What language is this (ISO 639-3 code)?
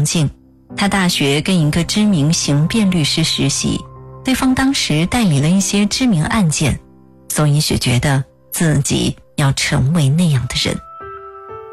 zho